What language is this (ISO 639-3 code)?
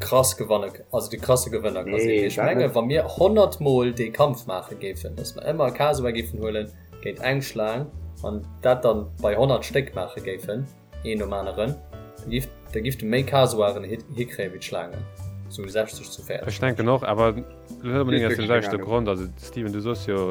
ltz